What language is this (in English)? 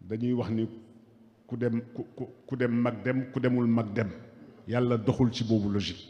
Wolof